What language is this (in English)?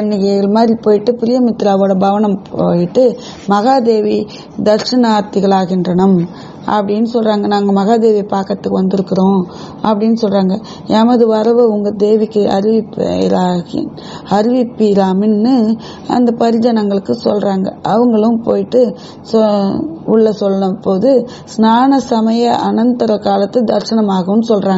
Tamil